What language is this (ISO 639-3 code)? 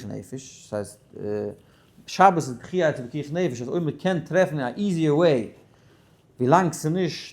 yid